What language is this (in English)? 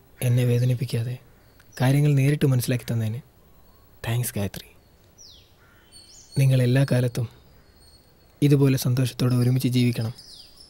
Malayalam